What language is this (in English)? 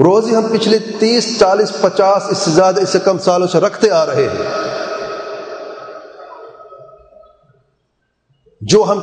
Urdu